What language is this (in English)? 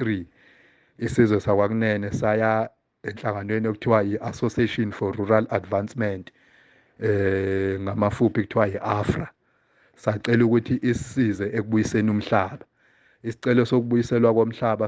Zulu